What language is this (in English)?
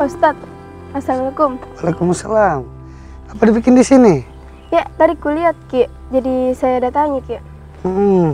Makassar Malay